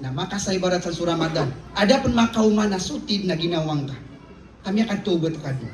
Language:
Maranao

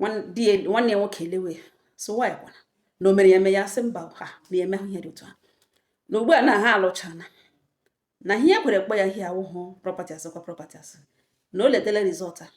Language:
Igbo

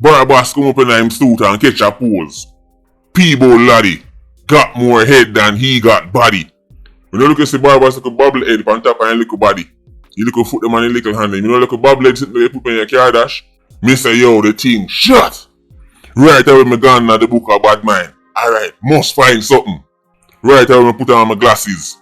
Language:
Jamaican Creole English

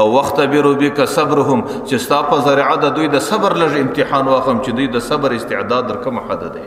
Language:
Pashto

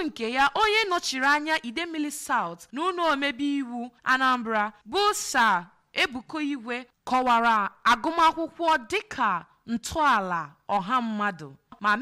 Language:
Igbo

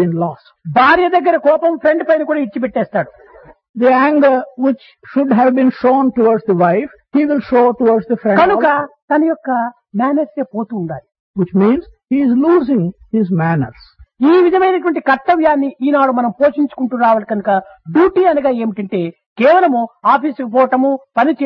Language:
Telugu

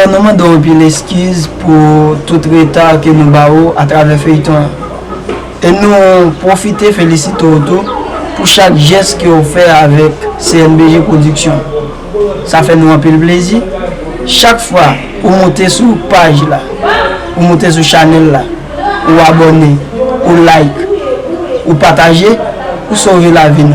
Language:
Haitian Creole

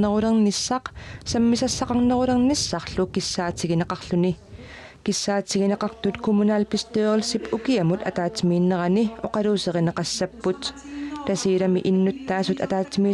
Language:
Kalaallisut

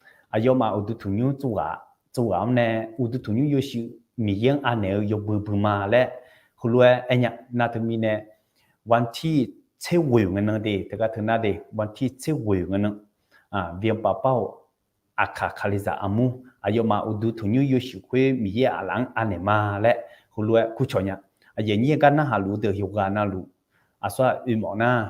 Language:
Akha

